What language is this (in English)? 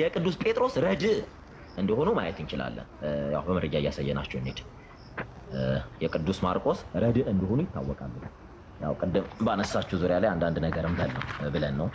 Amharic